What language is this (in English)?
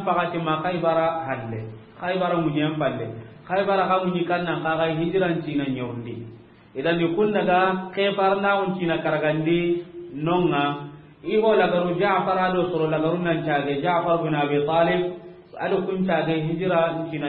Soninke